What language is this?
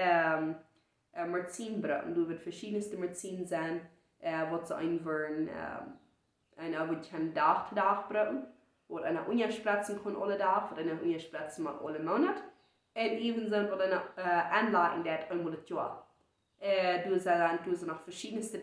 Plautdietsch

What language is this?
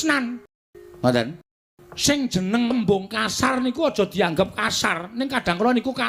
Javanese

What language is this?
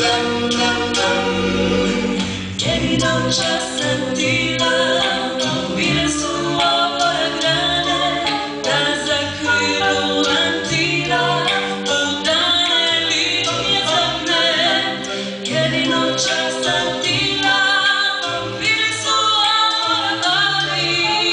Croatian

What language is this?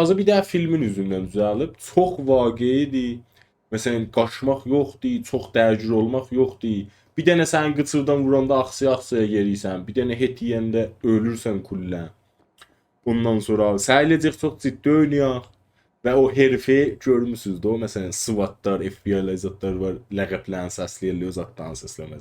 South Azerbaijani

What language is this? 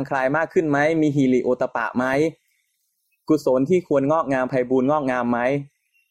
Thai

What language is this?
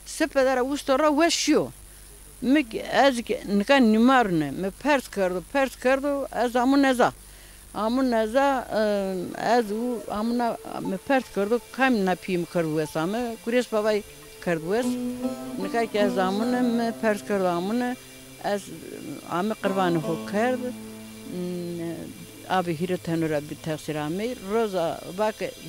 Zaza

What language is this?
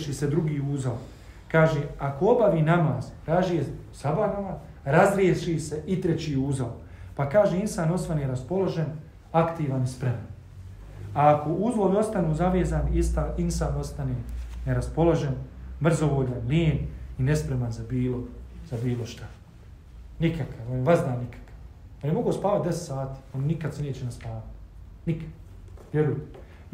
Bosnian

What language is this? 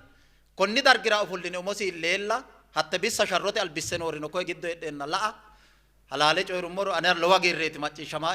Sidamo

